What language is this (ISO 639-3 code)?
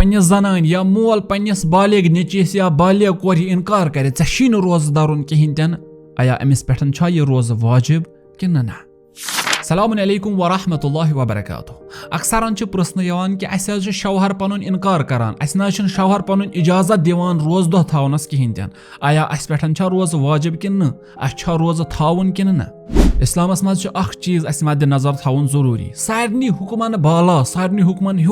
kas